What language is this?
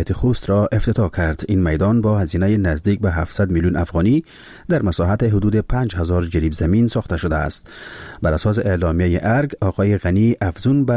Persian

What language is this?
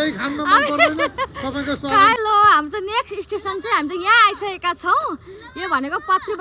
Nepali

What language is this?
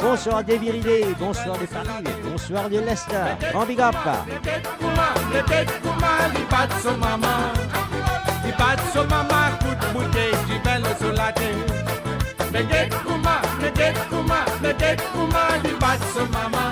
Morisyen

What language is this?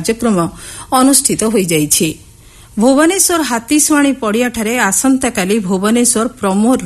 Odia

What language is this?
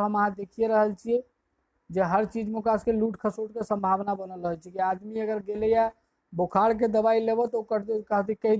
Maithili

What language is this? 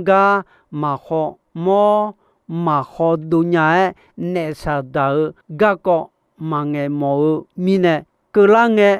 Akha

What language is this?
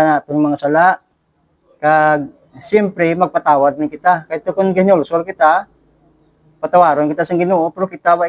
Hiligaynon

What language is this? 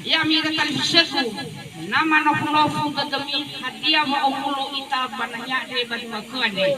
Nias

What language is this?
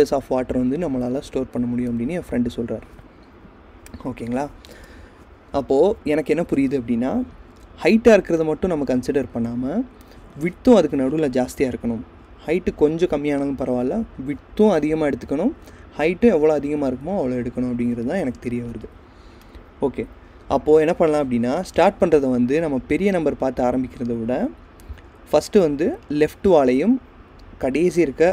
Tamil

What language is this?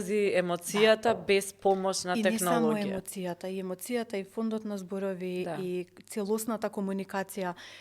Macedonian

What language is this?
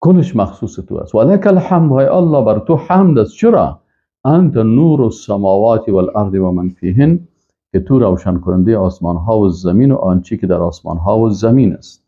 Persian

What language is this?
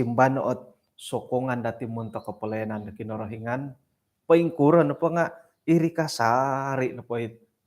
Central Dusun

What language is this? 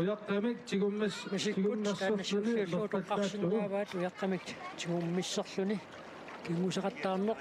Kalaallisut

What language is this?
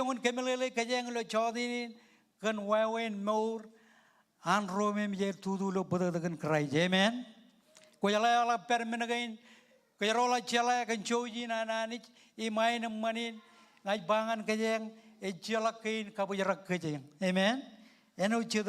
Marshallese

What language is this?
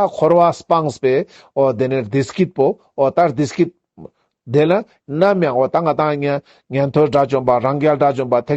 Ladakhi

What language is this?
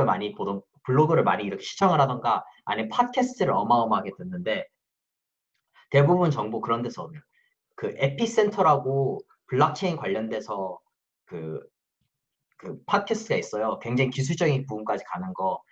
Korean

